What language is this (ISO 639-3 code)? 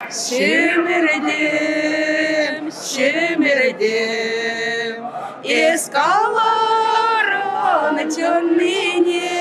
chv